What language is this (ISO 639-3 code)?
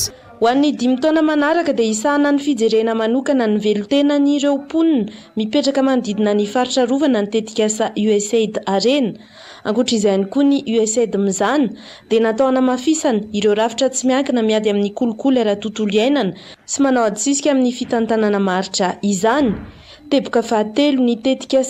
mlg